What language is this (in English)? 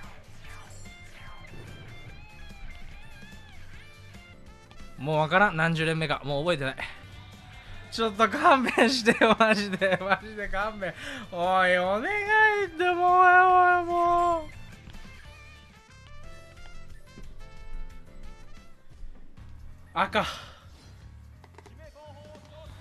Japanese